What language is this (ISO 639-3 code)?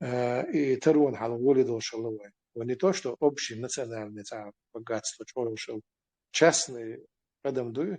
che